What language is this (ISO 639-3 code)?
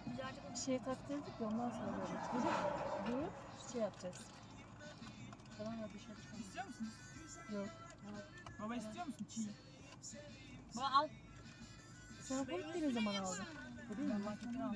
tur